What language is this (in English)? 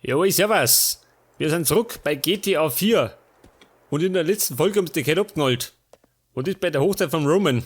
Bavarian